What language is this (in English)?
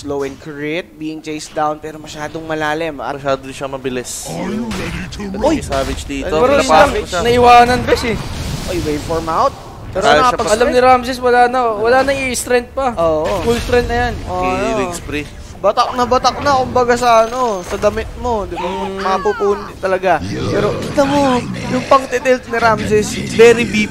Filipino